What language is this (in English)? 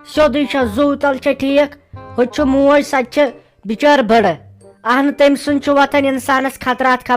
Kashmiri